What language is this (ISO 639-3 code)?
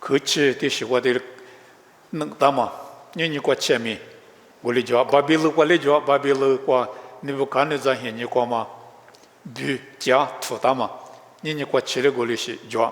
lis